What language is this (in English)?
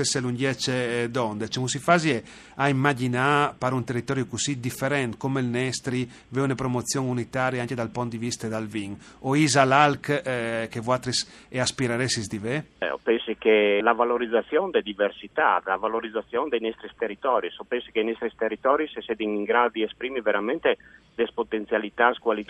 Friulian